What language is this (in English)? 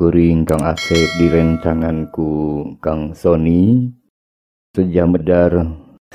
Sundanese